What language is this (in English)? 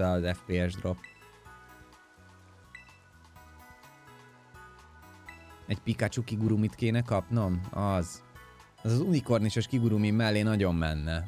Hungarian